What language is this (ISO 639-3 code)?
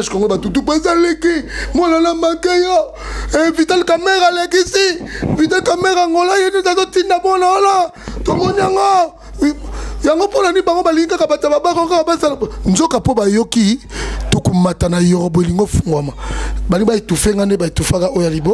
lin